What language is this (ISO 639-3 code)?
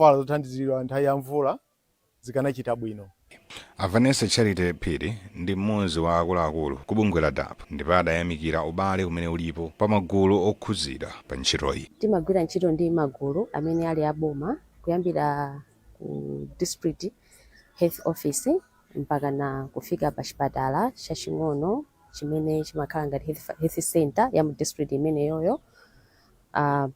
nya